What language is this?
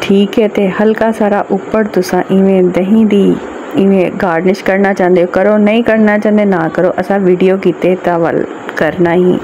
Saraiki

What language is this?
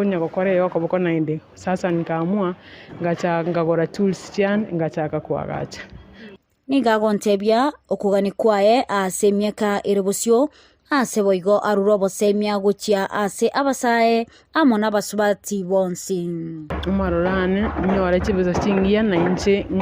Gusii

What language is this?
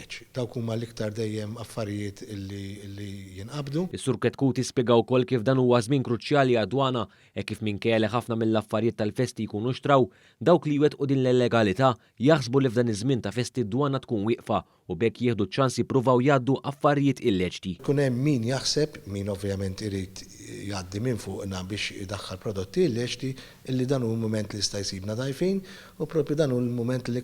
Maltese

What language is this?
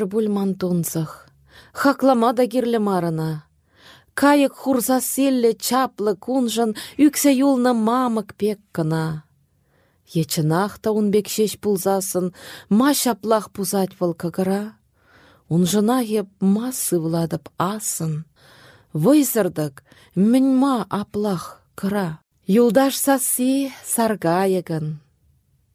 Chuvash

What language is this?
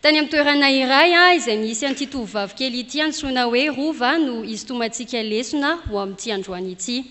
Malagasy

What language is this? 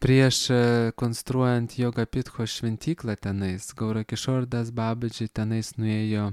Lithuanian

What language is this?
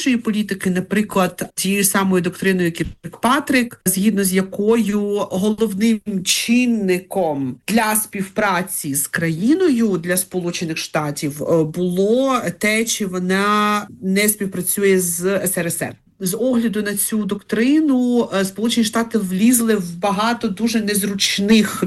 Ukrainian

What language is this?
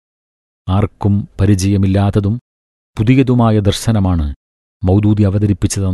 Malayalam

